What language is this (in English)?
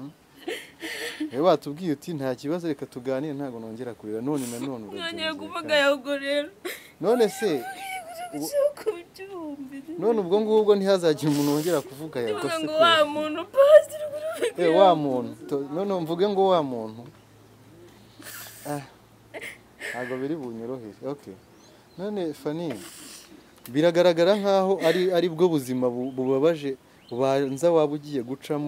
Kinyarwanda